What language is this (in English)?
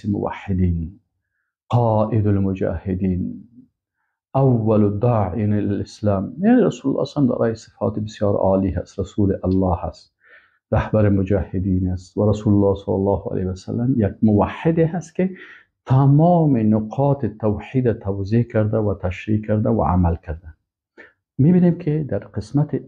Persian